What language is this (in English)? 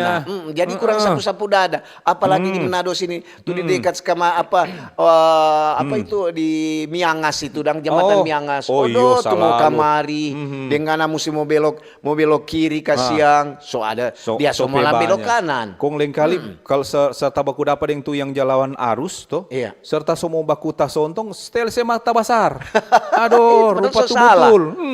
Manado Malay